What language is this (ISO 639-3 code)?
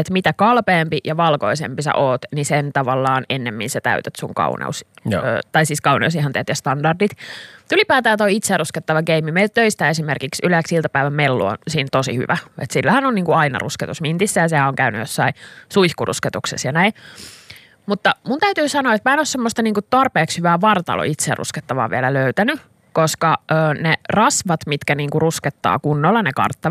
fin